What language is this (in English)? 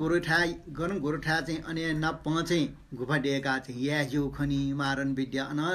Newari